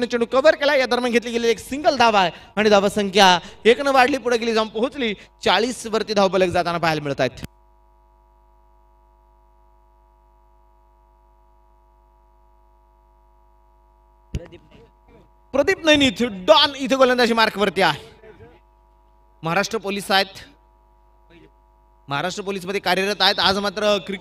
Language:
Marathi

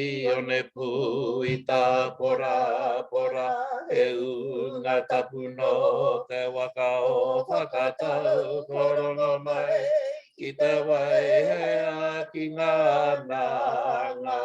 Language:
Māori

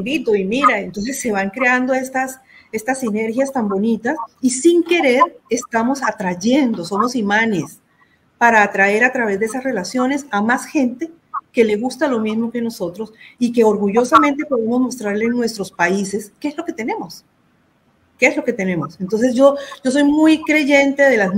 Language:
Spanish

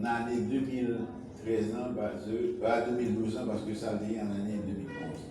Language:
Haitian Creole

